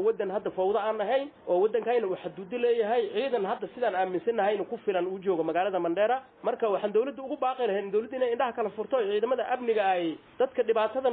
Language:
Somali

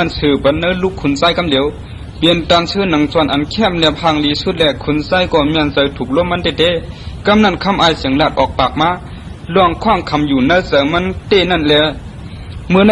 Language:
Shan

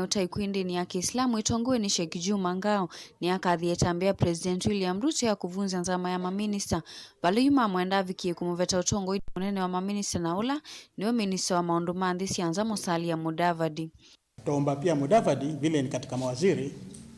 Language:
Kamba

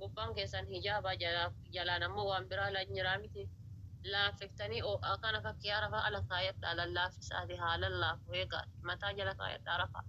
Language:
Oromo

